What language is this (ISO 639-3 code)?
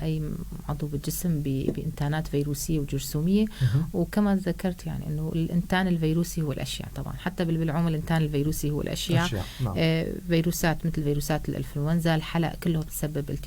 apc